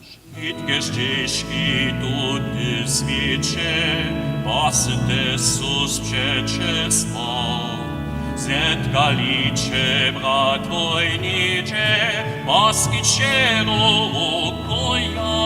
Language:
Upper Sorbian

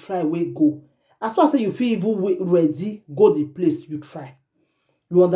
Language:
Nigerian Pidgin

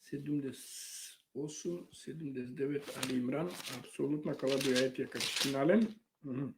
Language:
Balkan Romani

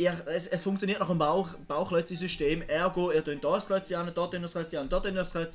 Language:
Swiss German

